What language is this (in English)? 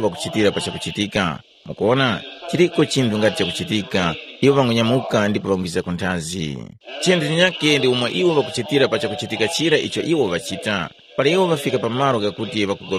Tumbuka